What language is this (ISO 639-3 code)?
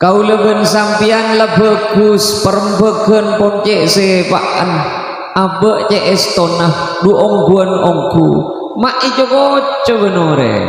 mad